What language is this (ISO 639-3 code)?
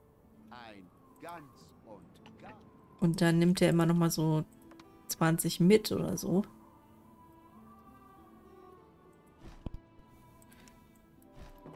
deu